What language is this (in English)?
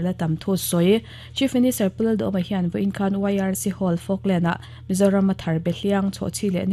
Mizo